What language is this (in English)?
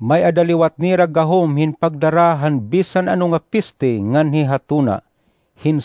Waray